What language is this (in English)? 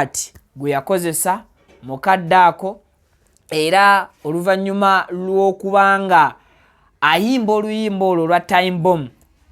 Ganda